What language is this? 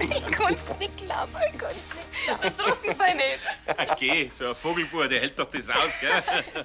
Bavarian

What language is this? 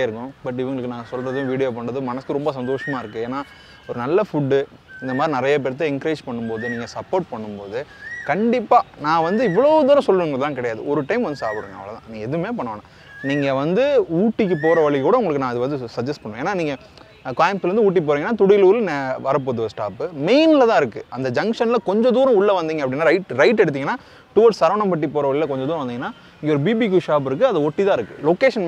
Tamil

